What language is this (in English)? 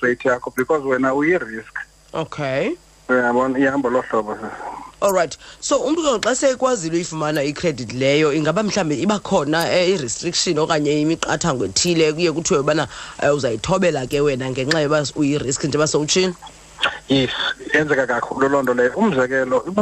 Xhosa